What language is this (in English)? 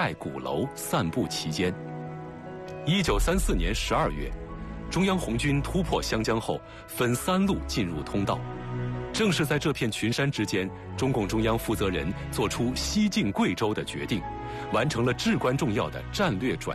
Chinese